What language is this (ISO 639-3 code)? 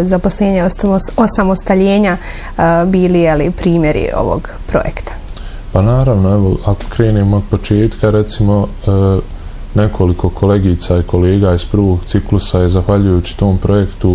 bos